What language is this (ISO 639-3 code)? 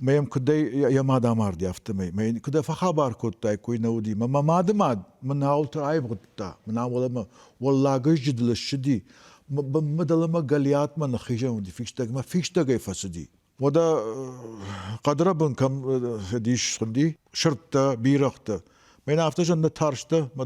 oss